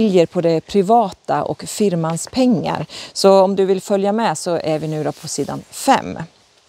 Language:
Swedish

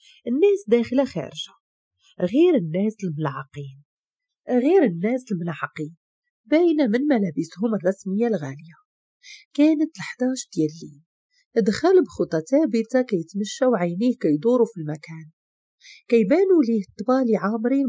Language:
Moroccan Arabic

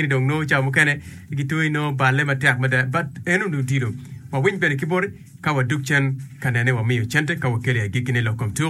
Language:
Acoli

